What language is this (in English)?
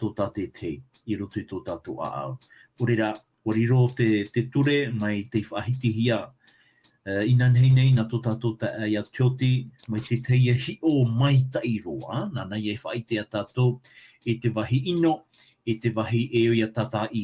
Tahitian